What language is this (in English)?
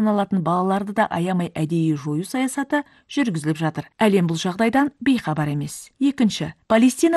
Kazakh